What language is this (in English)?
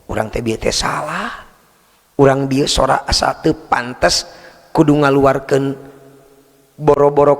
Sundanese